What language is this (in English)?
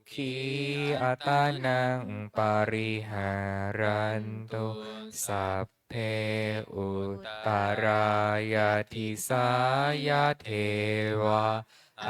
Pali